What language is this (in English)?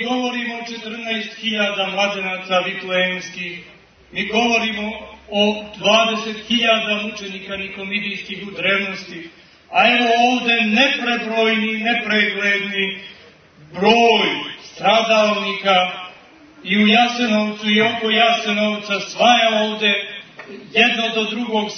Serbian